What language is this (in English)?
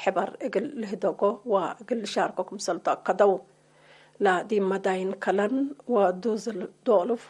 Tigre